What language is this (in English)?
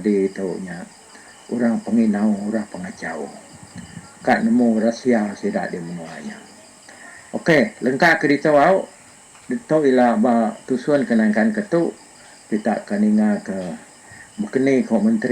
Iban